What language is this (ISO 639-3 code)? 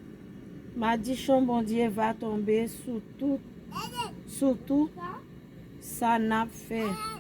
hat